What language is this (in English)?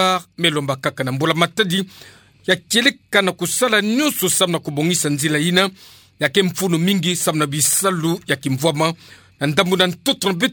Kituba (Democratic Republic of Congo)